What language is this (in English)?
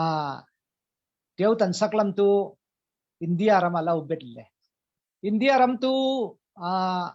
Falam Chin